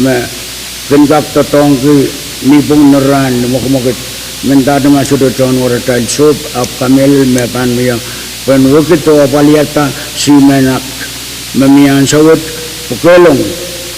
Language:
Pohnpeian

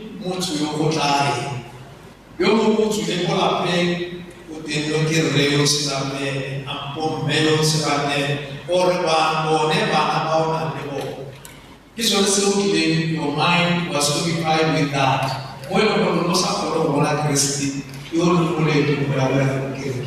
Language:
Tswana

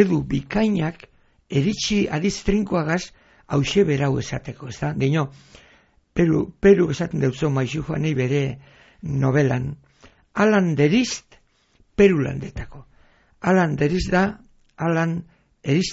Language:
Basque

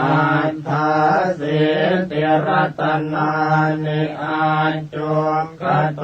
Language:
Pali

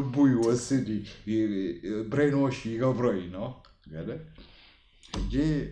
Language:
Tigrinya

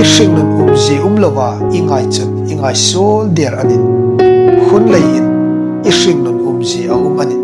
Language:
Hmar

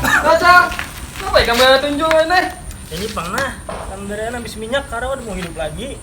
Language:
Banjar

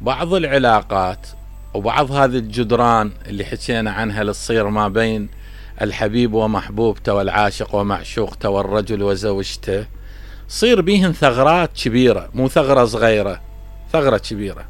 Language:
Mesopotamian Arabic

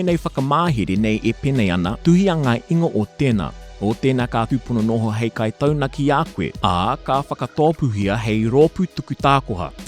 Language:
Māori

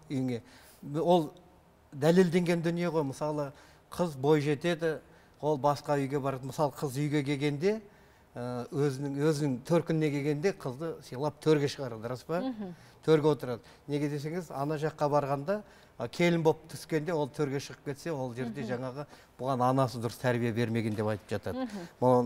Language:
Kazakh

